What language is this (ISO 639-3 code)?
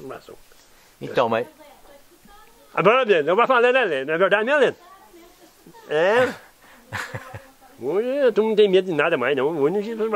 por